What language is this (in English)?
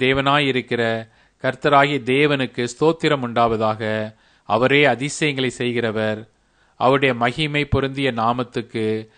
Tamil